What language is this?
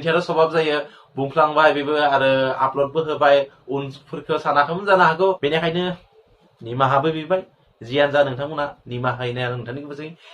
Bodo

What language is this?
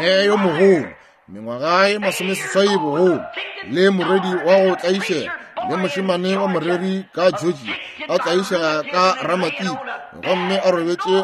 Northern Sotho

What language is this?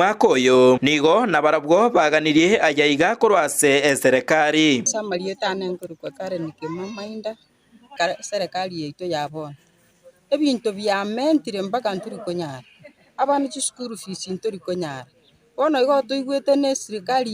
Gusii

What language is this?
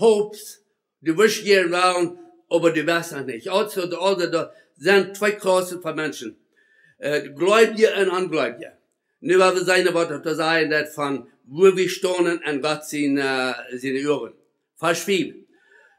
Plautdietsch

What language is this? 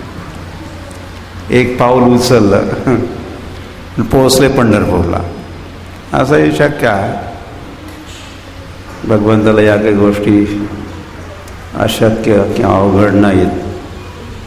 Marathi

